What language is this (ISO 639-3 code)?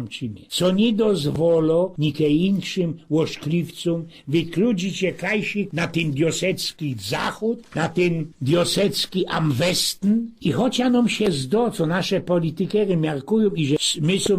szl